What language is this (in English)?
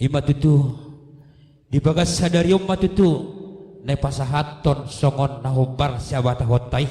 Batak Toba